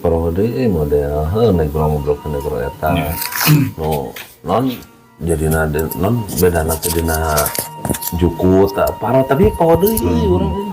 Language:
Sundanese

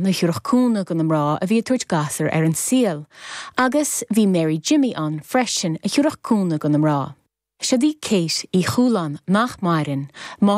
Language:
Irish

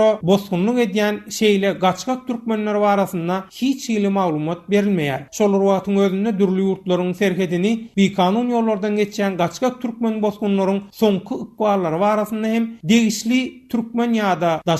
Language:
Turkmen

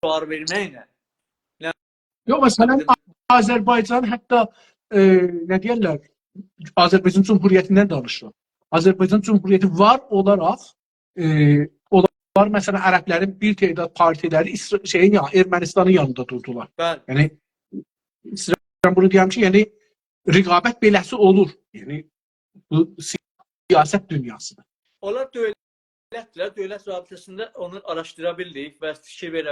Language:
South Azerbaijani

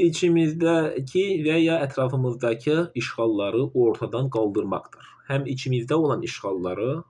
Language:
Azerbaijani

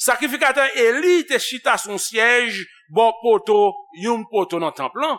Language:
Haitian Creole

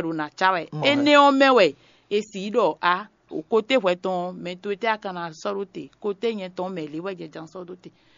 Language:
Fon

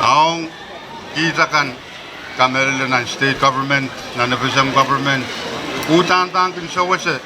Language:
Pohnpeian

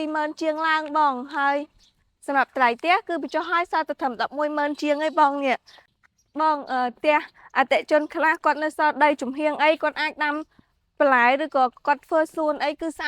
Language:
Khmer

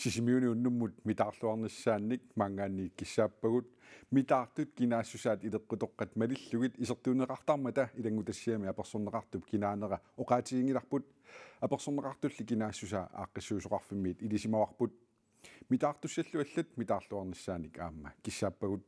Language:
Kalaallisut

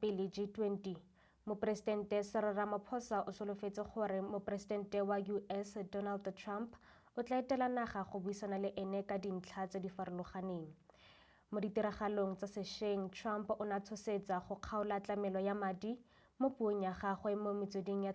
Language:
Tswana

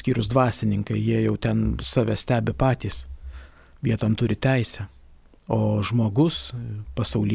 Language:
Lithuanian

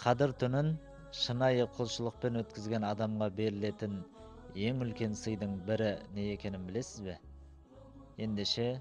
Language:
Kazakh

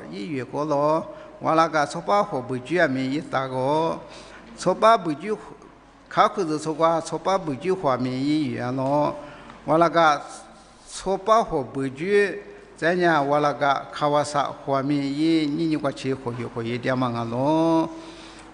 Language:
Lisu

